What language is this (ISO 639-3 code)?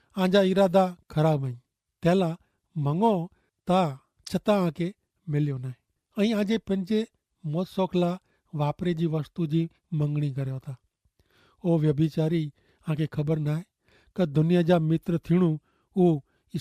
kfr